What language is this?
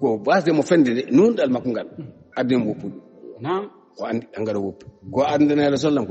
Fula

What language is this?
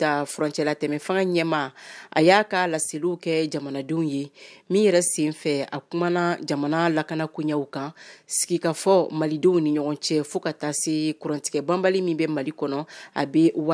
Bambara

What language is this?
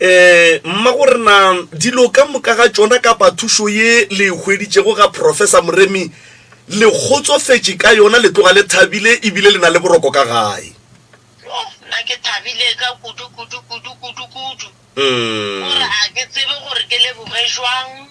Northern Sotho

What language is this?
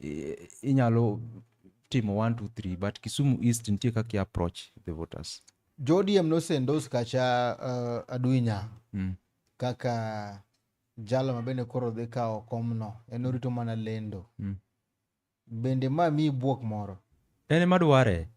Luo (Kenya and Tanzania)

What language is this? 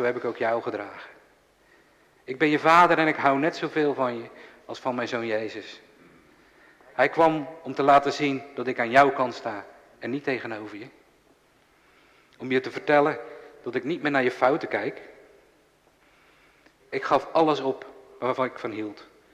Dutch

